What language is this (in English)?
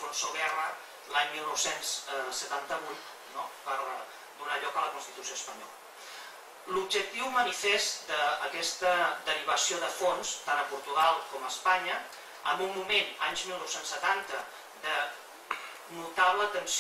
Catalan